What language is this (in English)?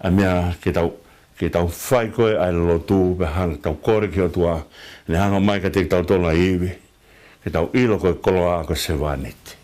Tongan